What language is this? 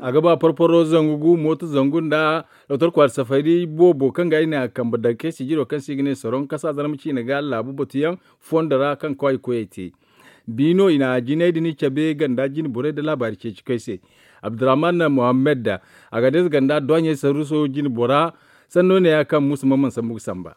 Zarma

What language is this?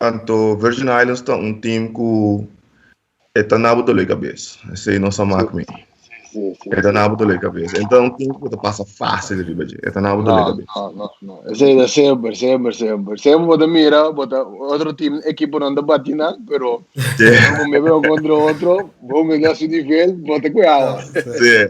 Papiamento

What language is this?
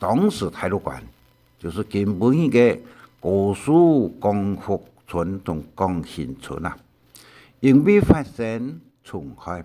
Hakka Chinese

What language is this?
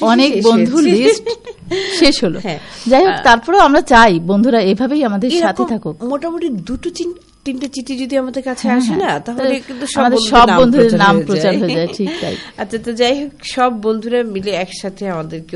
Bangla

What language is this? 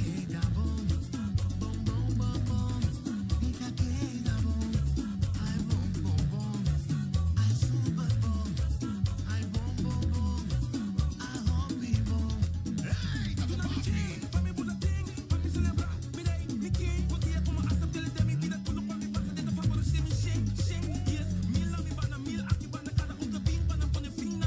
Papiamento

